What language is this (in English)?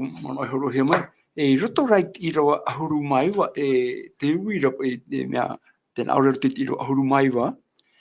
Tahitian